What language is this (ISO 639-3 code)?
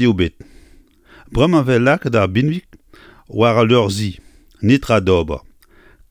bre